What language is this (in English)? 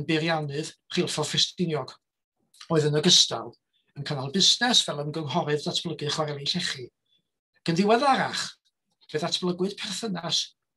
Welsh